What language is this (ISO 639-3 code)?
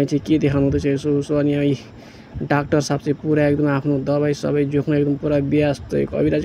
nep